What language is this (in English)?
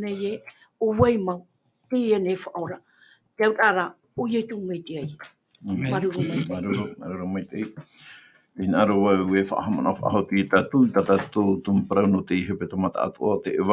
Tahitian